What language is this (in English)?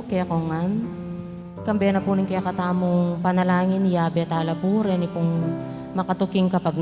Pampanga